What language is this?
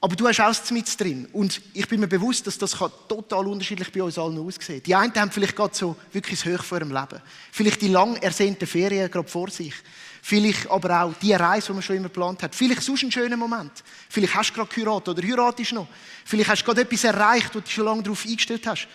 Swiss German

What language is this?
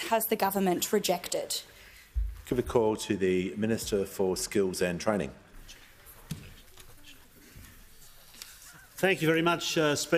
English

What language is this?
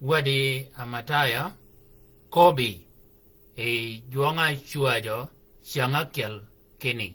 Shilluk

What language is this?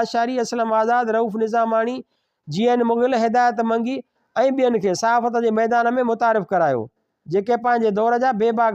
Sindhi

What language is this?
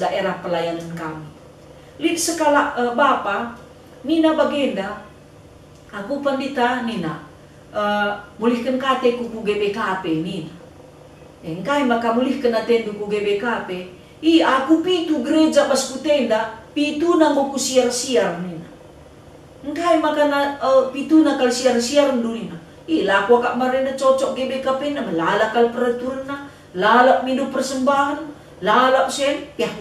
Batak Karo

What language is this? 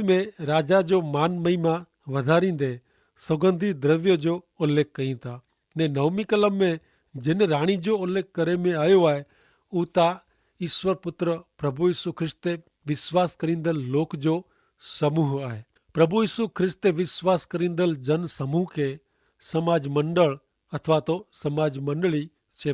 Kachhi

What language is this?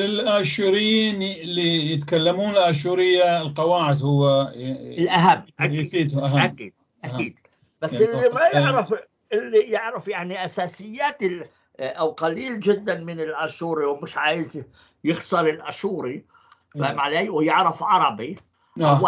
North Levantine Arabic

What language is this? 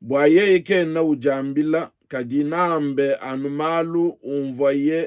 Luba-Lulua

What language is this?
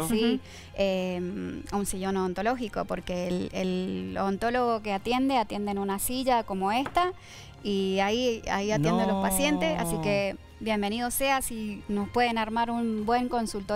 Spanish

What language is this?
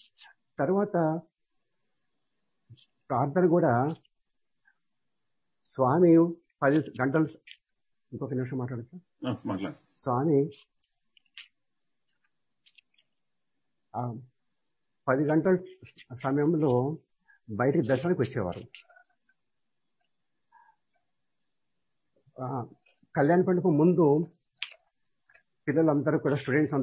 Telugu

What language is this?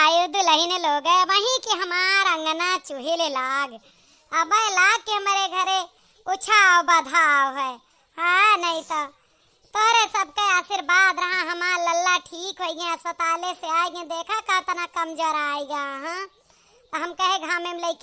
Awadhi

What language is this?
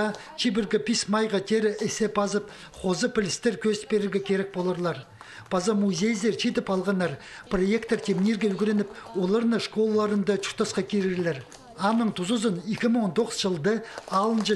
Khakas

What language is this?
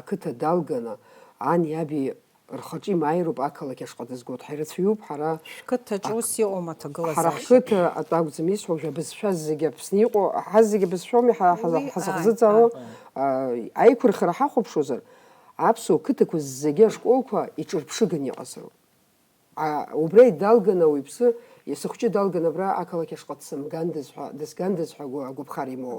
Abkhazian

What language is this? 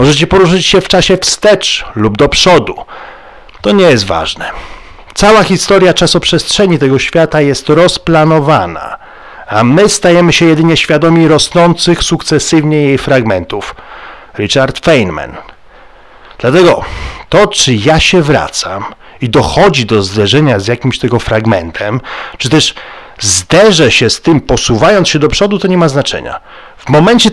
Polish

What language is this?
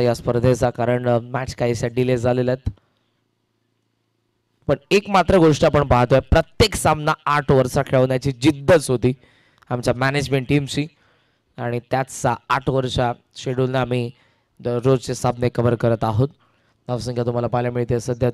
Marathi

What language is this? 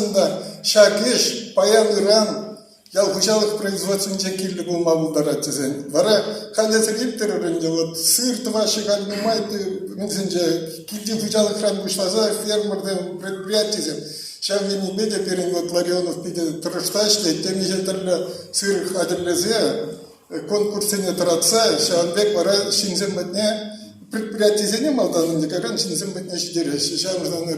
Chuvash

